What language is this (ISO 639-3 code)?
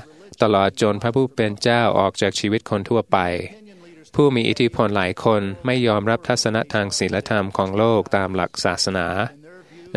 tha